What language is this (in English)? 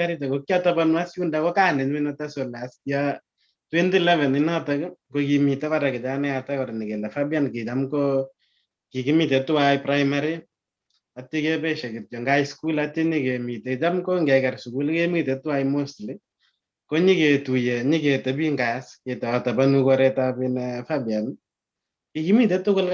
Kalenjin